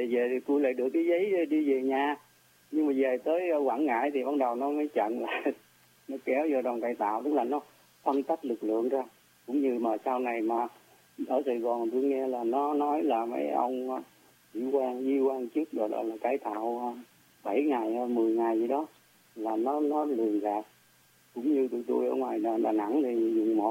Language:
Vietnamese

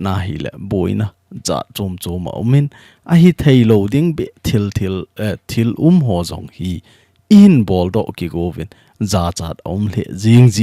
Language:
Thado Chin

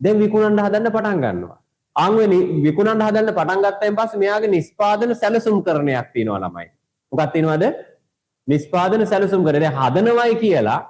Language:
Sinhala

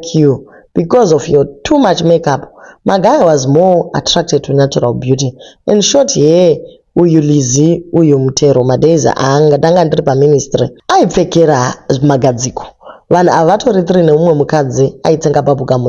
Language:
Shona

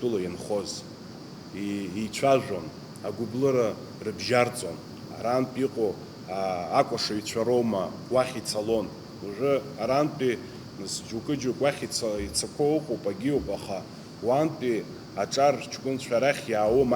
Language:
Abkhazian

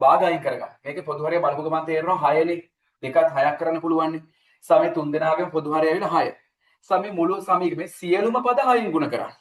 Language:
Sinhala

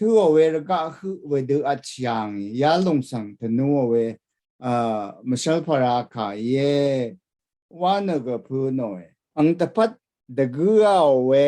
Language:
Rawang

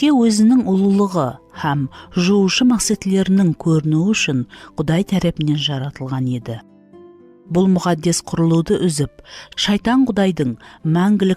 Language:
Kara-Kalpak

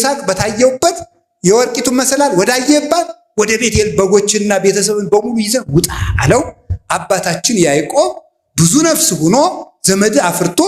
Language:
Amharic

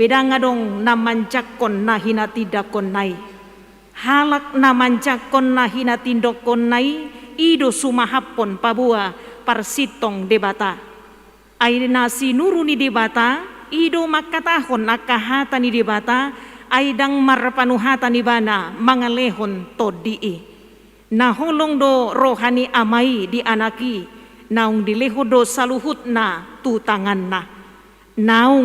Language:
Batak Toba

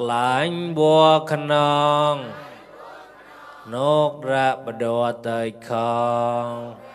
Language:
Mon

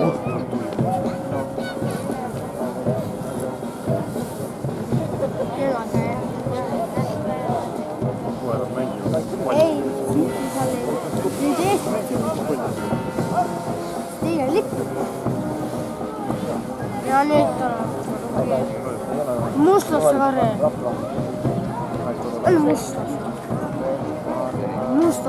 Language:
Estonian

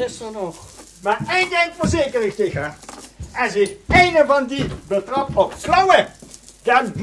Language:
Limburgish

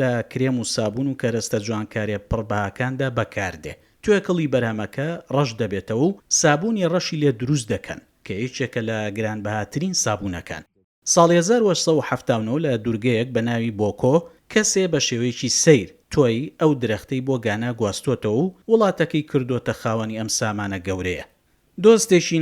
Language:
Central Kurdish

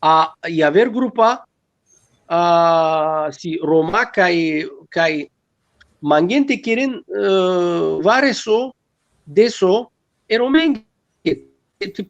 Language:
Balkan Romani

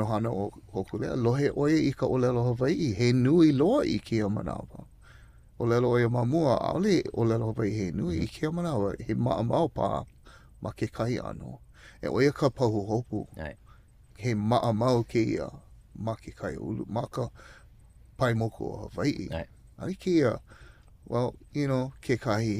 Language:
Hawaiian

